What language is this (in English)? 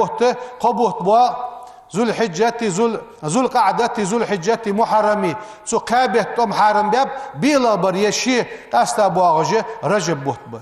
Ingush